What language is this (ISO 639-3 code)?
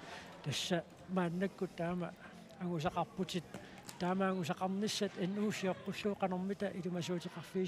kal